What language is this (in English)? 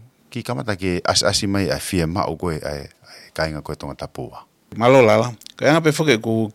Tongan